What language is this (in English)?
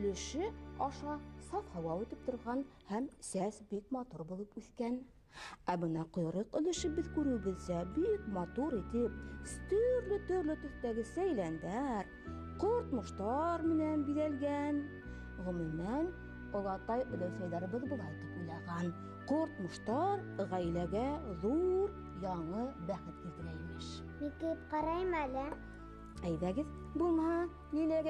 Bashkir